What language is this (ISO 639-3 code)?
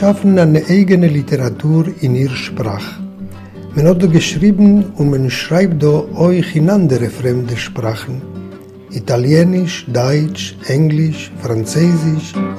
yid